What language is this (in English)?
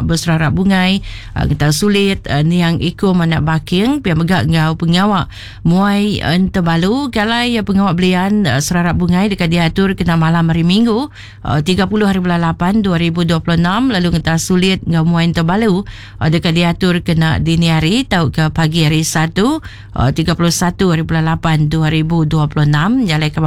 Iban